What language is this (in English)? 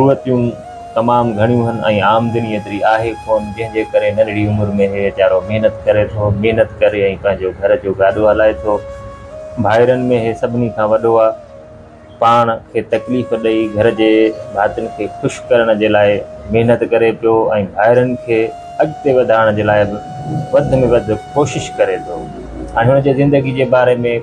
Sindhi